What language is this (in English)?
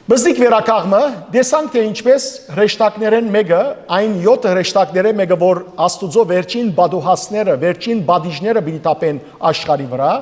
Western Armenian